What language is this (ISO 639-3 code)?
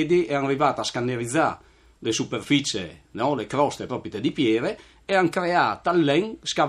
fur